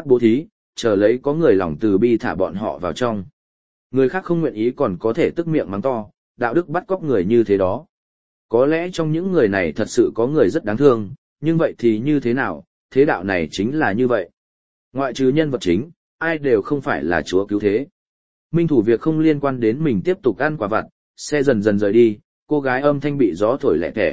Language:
Vietnamese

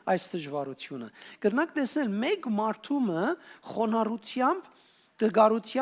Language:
Western Armenian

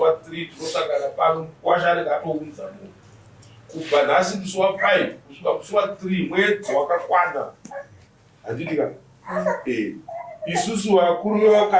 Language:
Shona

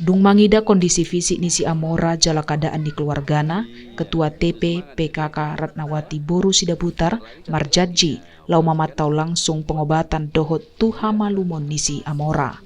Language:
Batak Toba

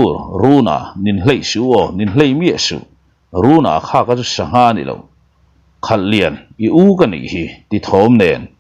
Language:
Mizo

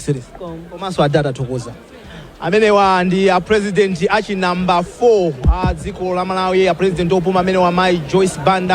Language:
Nyanja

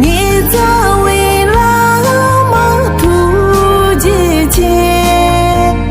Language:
Tibetan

